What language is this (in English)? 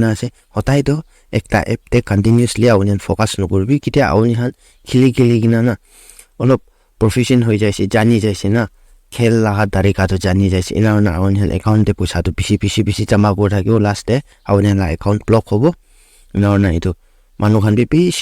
Naga Pidgin